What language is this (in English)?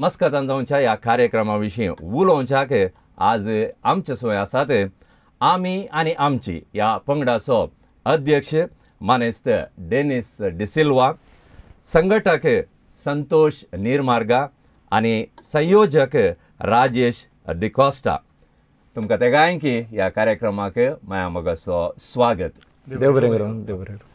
Konkani